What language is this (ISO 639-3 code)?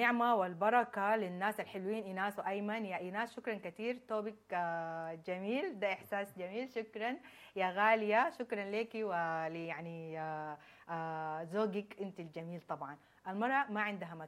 apd